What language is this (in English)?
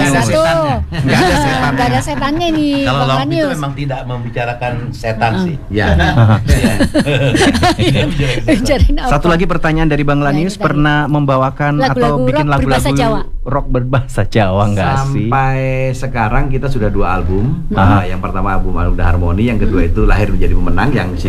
Indonesian